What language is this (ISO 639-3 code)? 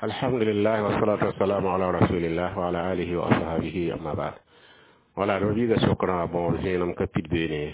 mos